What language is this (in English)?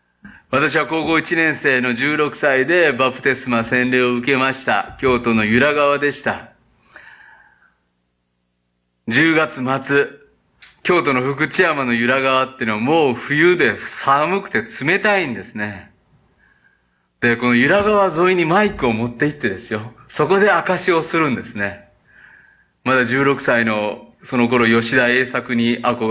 Japanese